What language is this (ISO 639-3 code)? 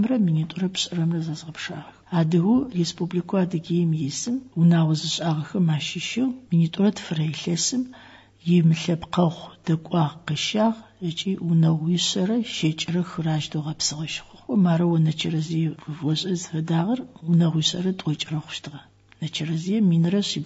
ady